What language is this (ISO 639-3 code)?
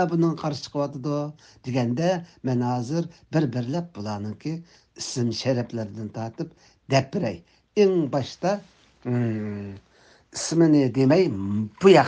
uig